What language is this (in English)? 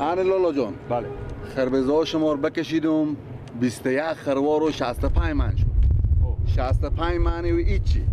Persian